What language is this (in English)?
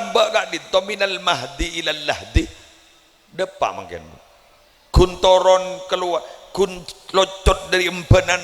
Madurese